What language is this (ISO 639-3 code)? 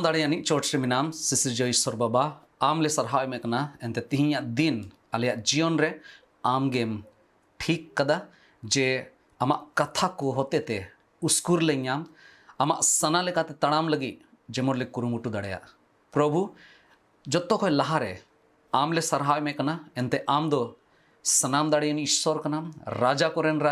sat